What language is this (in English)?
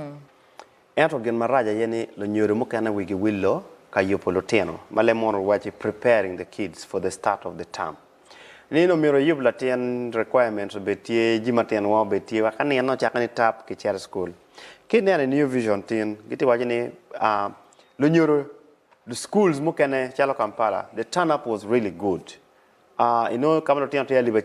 Acoli